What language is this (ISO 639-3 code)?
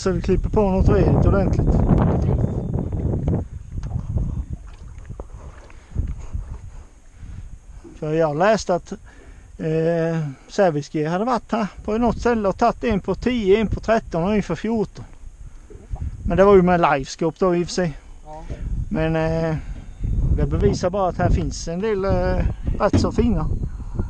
swe